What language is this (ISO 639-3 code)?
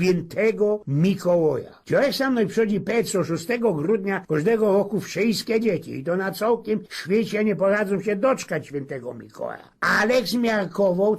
szl